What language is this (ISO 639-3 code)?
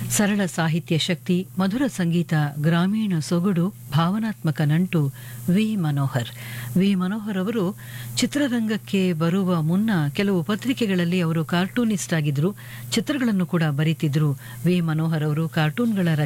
kan